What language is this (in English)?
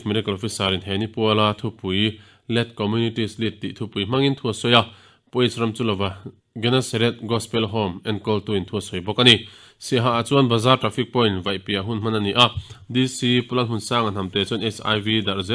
Mizo